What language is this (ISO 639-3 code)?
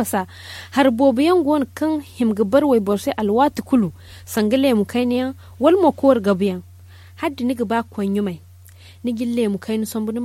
dje